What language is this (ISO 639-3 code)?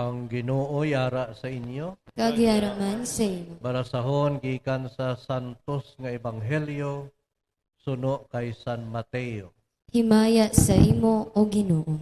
hil